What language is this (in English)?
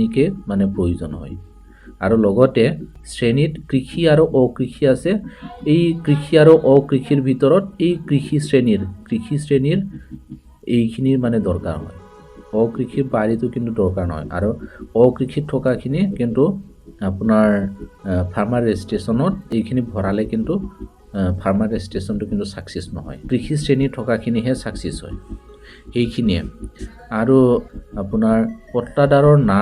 Assamese